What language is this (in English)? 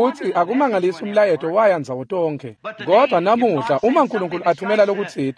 Swati